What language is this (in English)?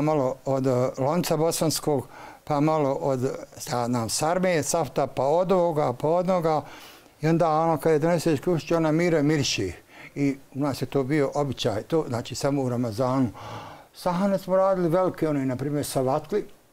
Bosnian